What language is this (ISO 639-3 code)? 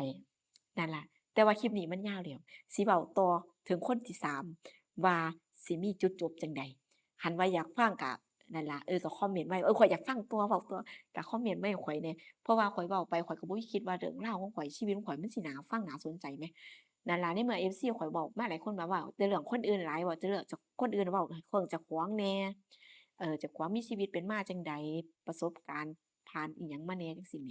tts